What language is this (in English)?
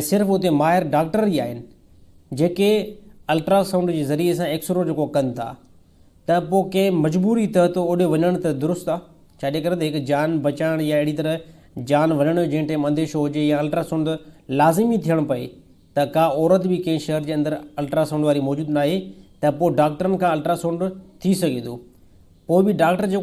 Sindhi